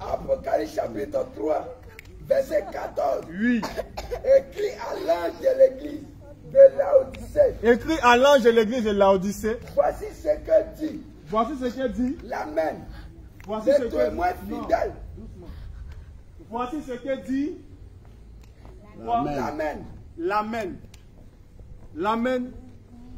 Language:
French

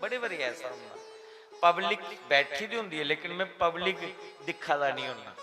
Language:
Dogri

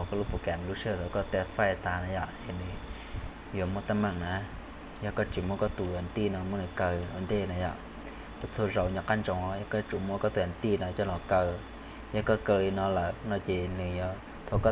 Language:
Hmong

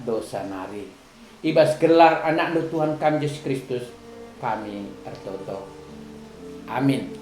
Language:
Batak Karo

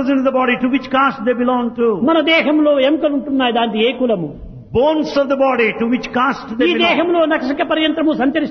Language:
Telugu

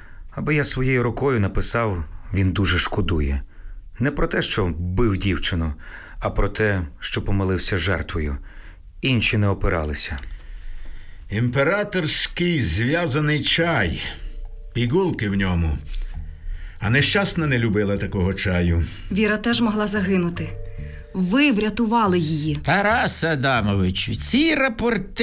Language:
Ukrainian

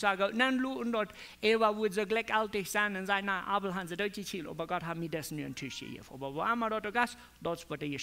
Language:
Plautdietsch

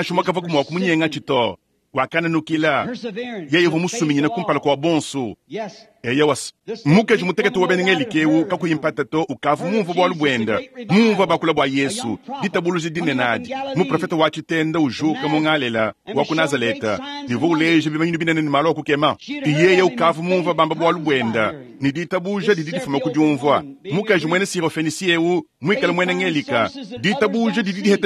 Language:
Luba-Lulua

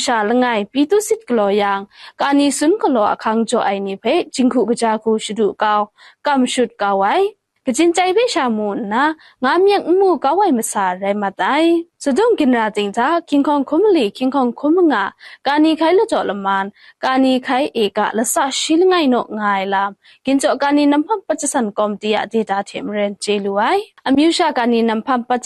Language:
Kachin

